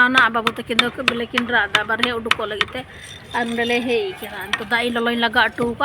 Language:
Santali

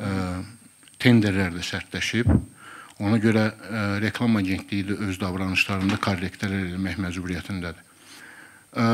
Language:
Azerbaijani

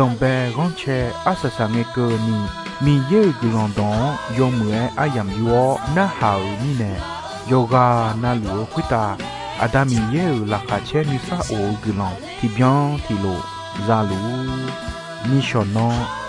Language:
Akha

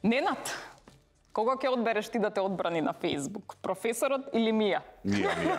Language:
Macedonian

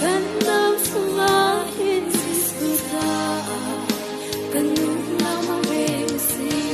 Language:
Hakha Chin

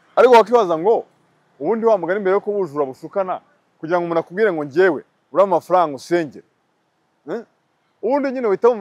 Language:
Kinyarwanda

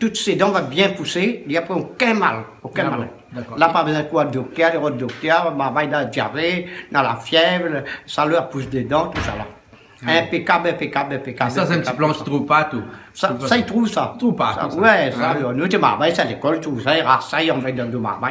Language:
Réunion Creole French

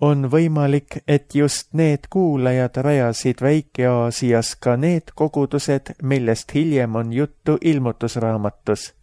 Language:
Estonian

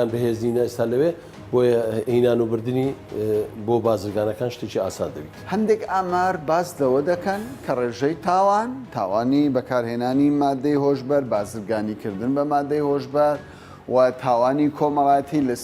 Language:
Central Kurdish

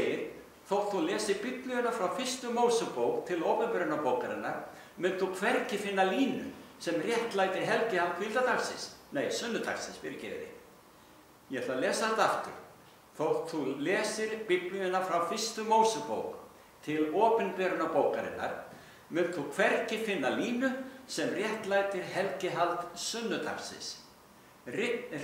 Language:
Icelandic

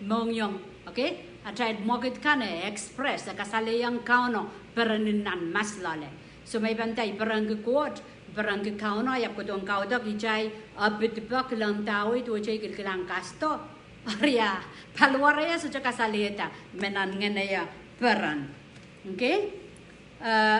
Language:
Pohnpeian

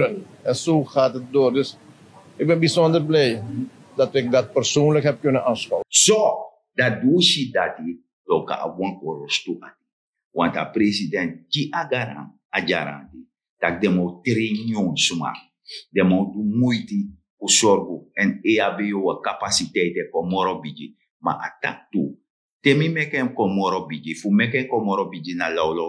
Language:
Sranan Tongo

